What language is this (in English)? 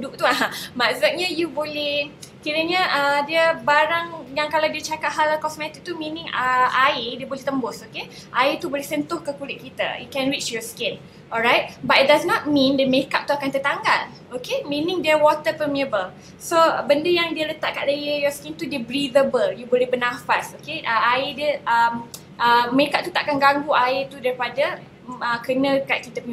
Malay